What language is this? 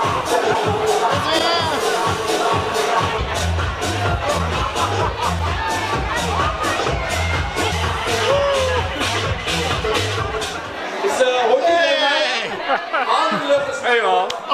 Dutch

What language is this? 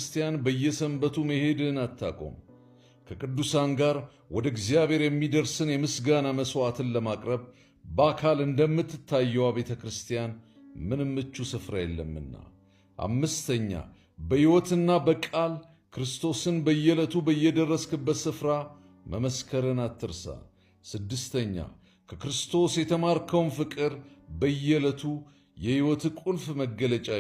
Amharic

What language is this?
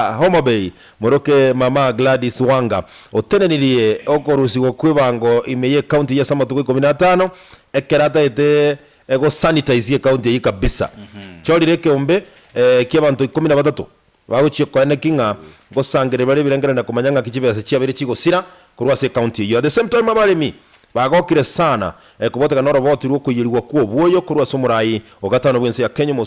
Gusii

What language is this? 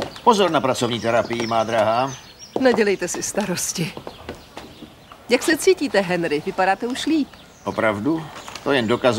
Czech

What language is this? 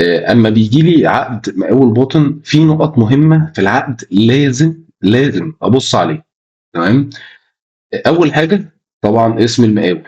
Egyptian Arabic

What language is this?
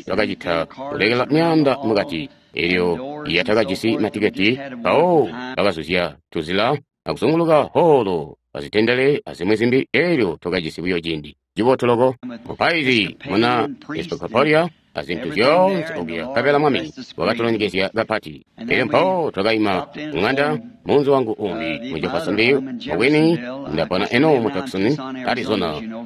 Tonga (Zambia)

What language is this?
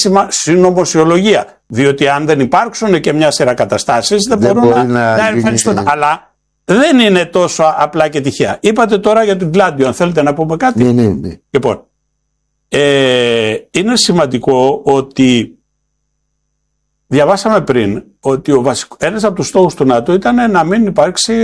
Greek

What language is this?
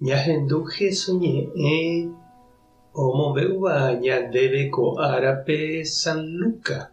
Guarani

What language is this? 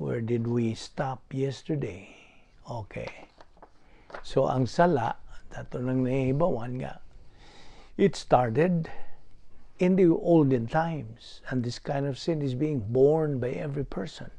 Cebuano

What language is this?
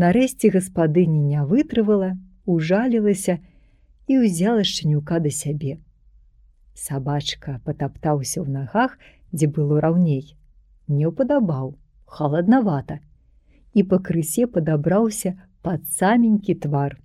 Belarusian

